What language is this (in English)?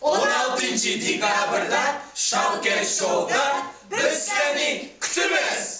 Uyghur